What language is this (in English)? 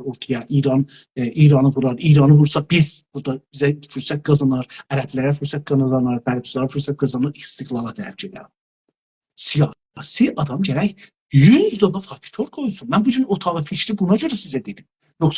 South Azerbaijani